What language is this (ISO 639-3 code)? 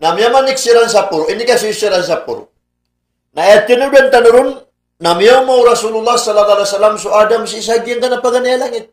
mrw